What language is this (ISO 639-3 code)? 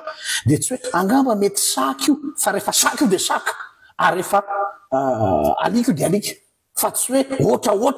mlg